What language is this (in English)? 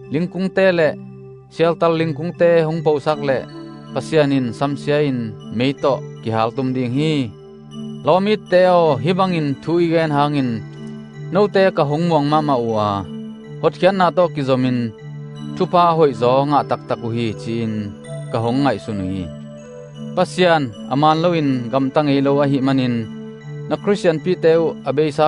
Tedim Chin